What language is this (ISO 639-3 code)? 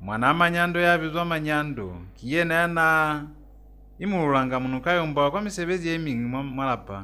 loz